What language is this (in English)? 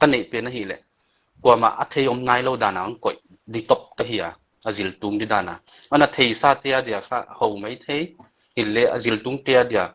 Paite Chin